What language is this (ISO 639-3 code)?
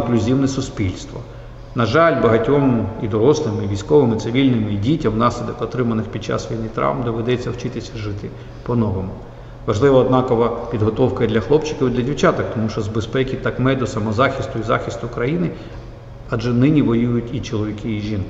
ukr